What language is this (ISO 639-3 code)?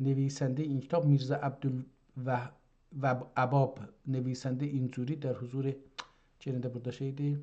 azb